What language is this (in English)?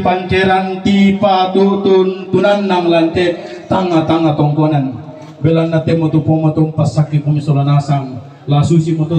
Toraja-Sa'dan